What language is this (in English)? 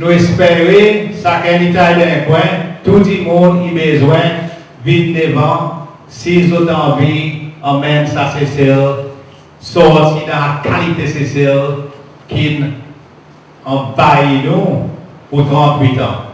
Seselwa Creole French